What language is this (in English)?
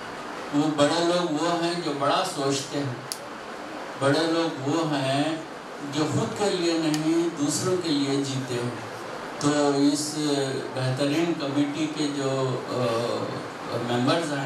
Urdu